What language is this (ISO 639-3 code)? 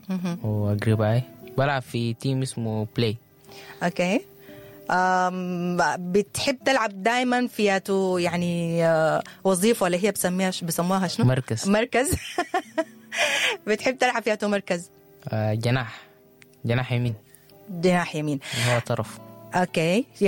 apd